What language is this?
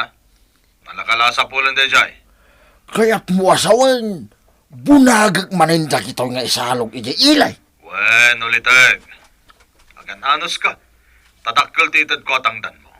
Iloko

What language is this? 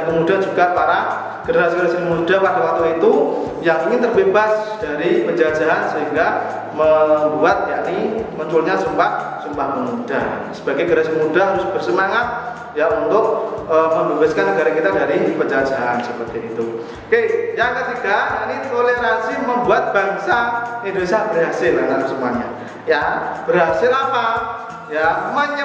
Indonesian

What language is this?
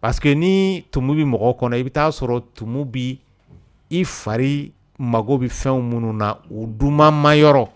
Dyula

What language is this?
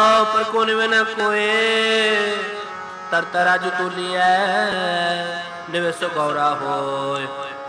Punjabi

